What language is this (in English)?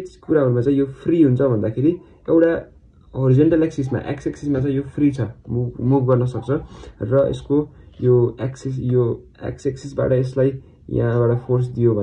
Nepali